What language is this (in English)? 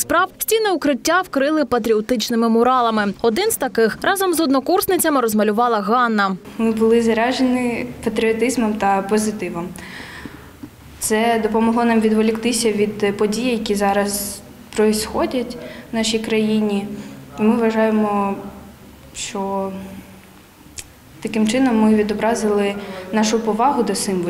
Ukrainian